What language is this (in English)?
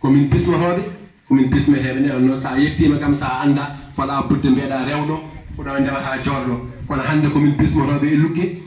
Fula